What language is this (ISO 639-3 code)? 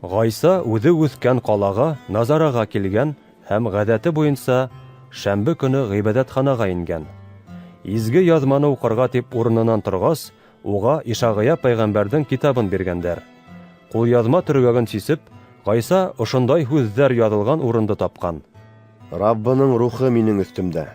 bak